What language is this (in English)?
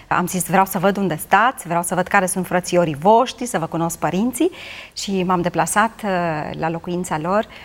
Romanian